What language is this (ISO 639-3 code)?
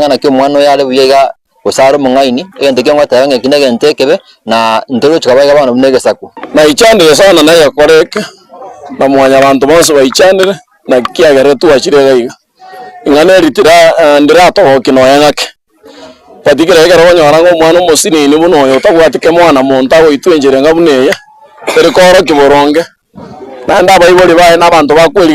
guz